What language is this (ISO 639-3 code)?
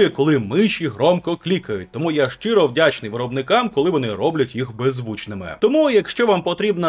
ukr